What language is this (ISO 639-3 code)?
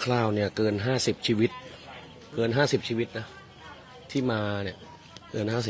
tha